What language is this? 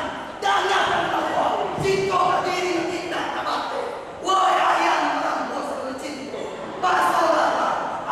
Minangkabau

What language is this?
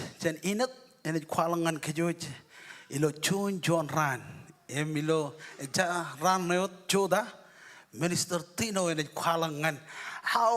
Marshallese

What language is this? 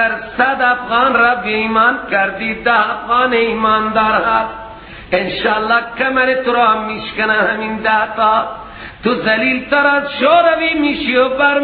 Persian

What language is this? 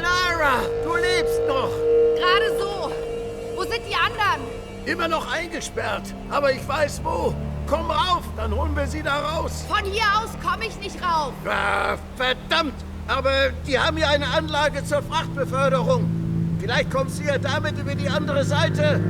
Bavarian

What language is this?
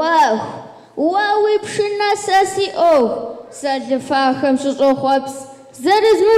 Kabardian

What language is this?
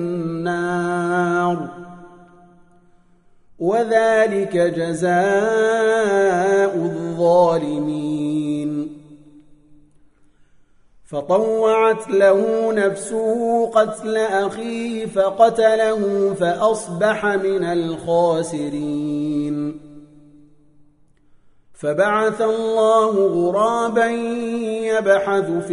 Arabic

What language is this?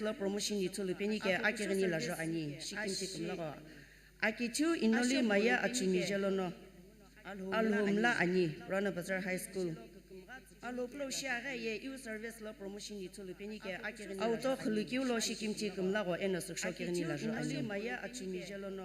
Sumi Naga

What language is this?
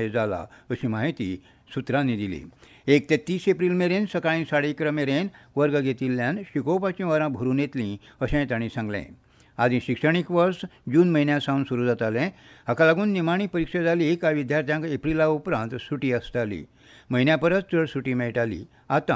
Konkani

